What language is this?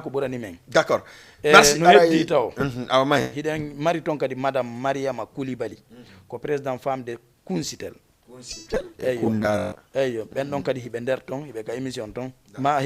Fula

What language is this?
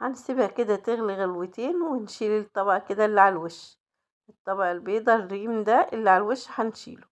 Egyptian Arabic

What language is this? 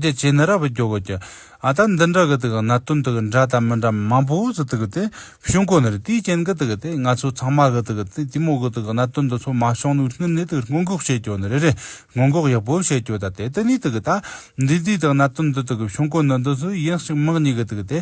Tibetan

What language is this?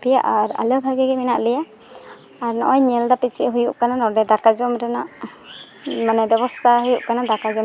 Santali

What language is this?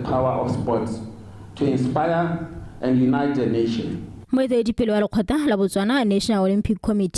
Tswana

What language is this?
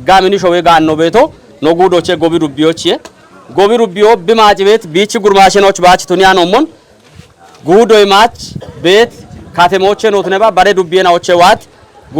Kafa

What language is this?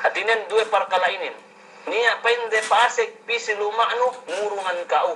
Yakan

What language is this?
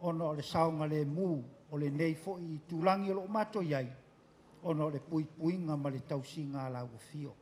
Samoan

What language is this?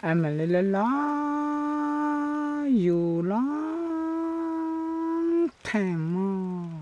Hmong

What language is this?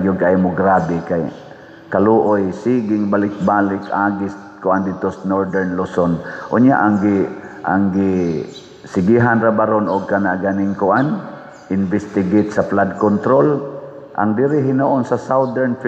Cebuano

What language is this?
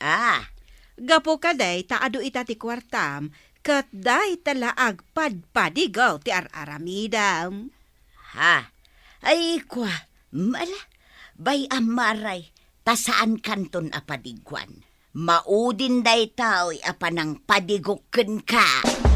Iloko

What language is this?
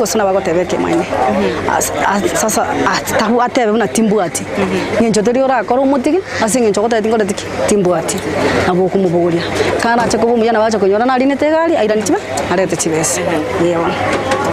Gusii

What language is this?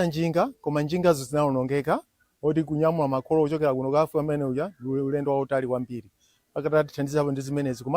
Nyanja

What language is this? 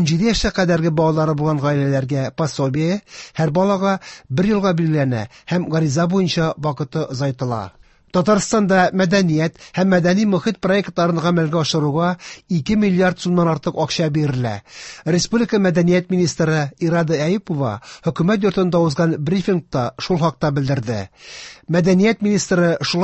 Tatar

